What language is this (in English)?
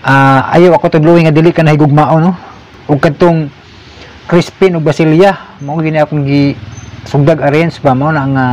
Cebuano